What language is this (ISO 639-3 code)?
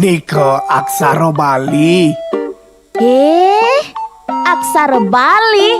ban